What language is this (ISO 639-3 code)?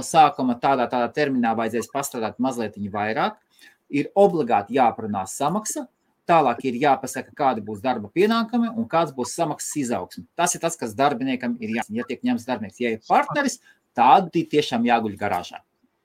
lav